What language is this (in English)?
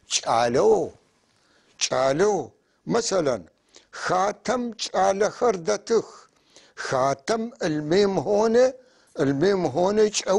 North Levantine Arabic